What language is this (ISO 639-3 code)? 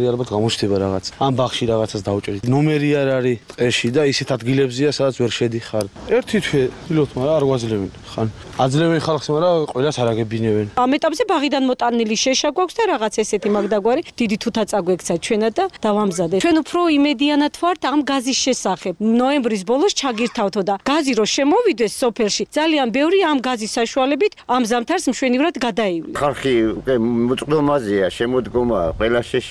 kat